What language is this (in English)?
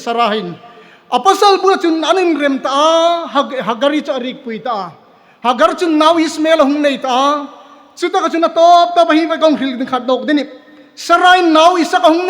Hmar